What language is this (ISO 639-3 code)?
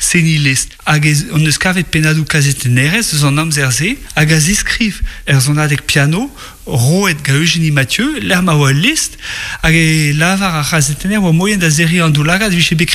bre